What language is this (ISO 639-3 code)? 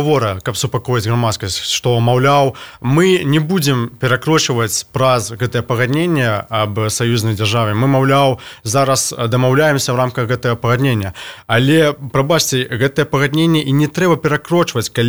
bel